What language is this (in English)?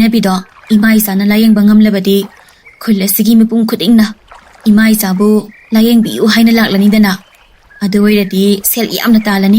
Manipuri